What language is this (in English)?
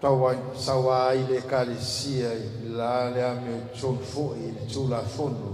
Samoan